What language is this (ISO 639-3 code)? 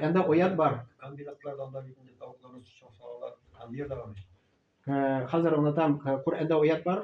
tat